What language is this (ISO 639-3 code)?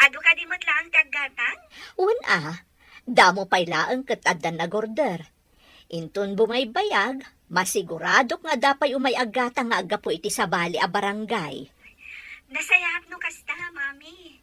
ilo